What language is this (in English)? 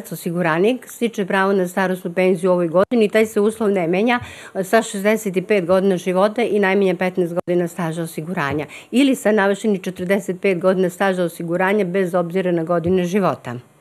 Serbian